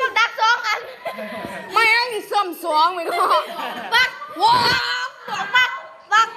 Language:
Lao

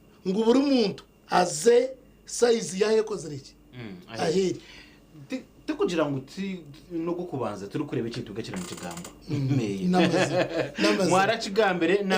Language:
Nyankole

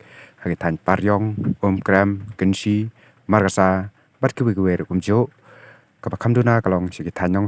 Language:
Khasi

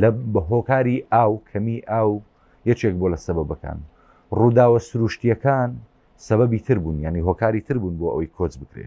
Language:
Central Kurdish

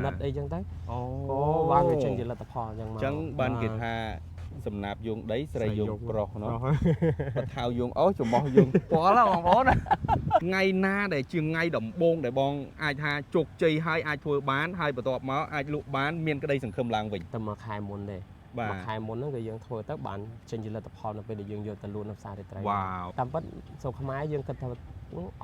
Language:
Khmer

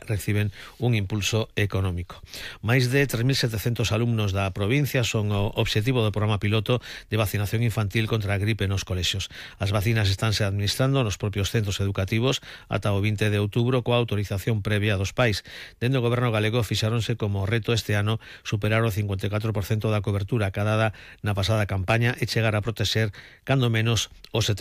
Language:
Galician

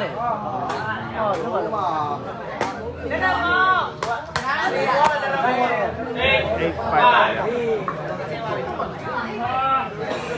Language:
Burmese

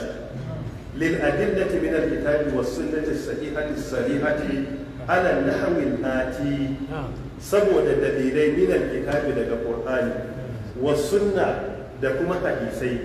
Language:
Hausa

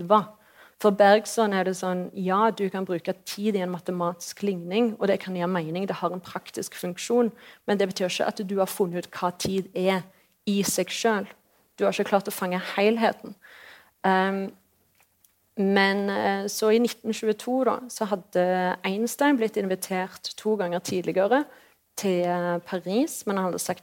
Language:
Norwegian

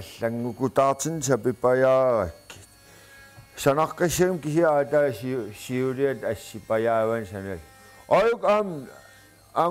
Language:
Kalaallisut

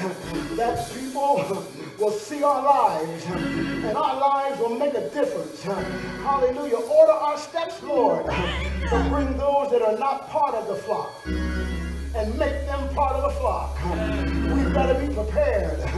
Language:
English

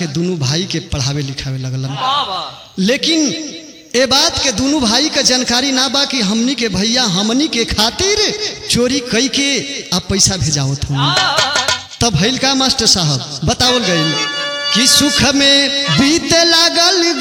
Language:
Bhojpuri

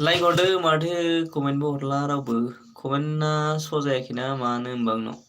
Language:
Bodo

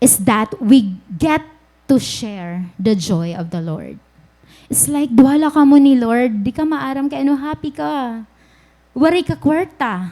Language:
Waray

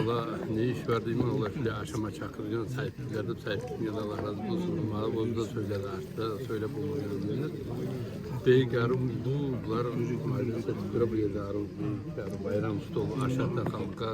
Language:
Kumyk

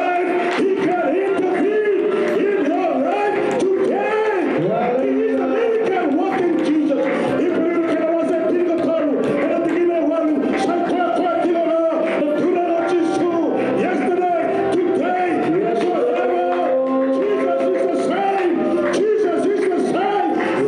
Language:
Fijian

